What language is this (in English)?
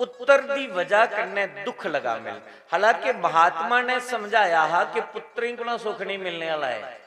Dogri